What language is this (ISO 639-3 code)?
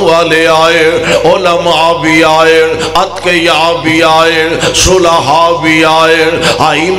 lah